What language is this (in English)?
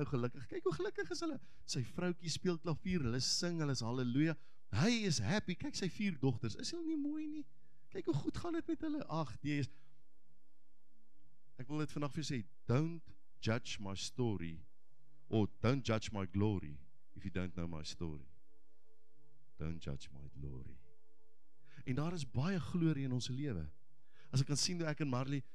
Afrikaans